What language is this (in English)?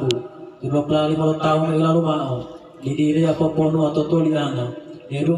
Gorontalo